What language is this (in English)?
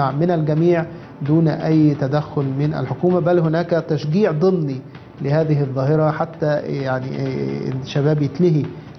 Egyptian Arabic